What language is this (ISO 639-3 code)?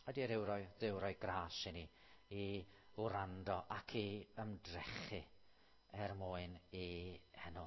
cym